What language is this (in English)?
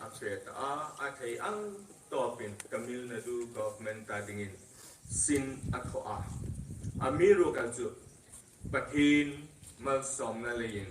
Hmar